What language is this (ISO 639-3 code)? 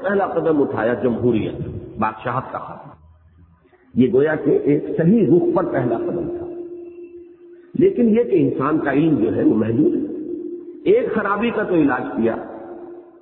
urd